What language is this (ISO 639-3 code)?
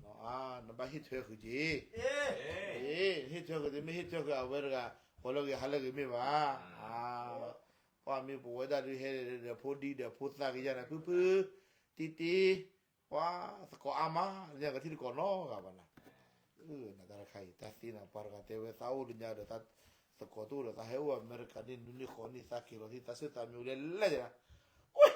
ksw